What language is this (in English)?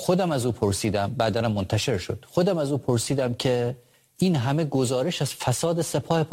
Persian